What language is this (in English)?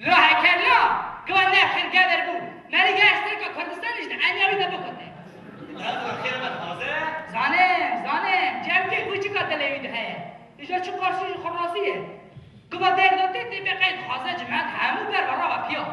Kurdish